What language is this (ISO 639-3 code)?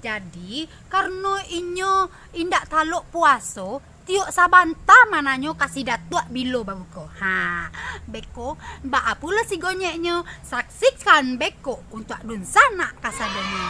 min